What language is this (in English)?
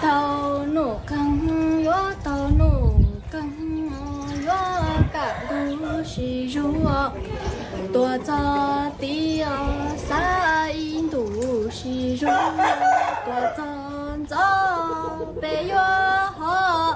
Hmong